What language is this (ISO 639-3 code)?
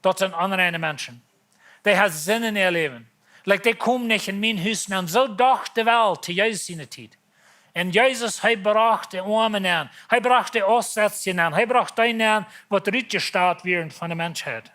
pdt